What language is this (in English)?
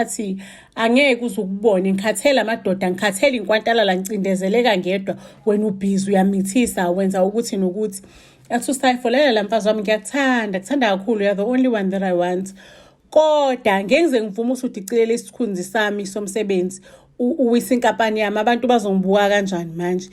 Zulu